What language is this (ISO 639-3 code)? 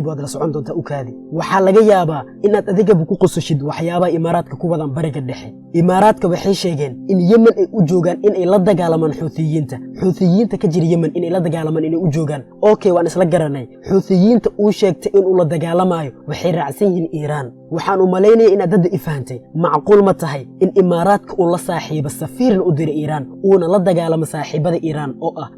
som